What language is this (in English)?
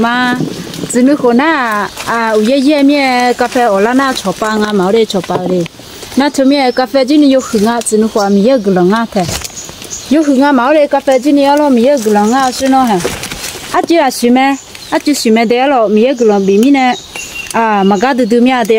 Akha